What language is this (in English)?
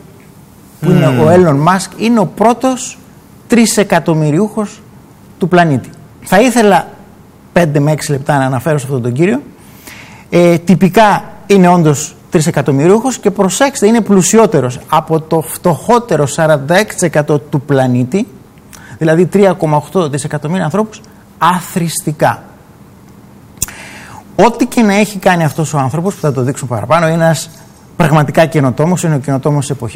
Greek